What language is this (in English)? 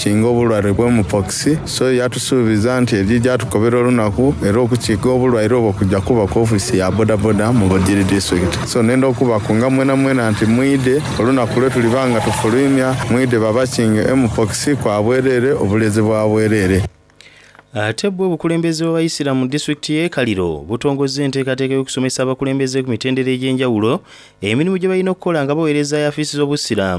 Soga